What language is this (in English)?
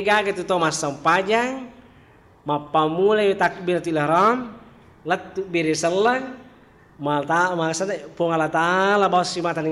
Buginese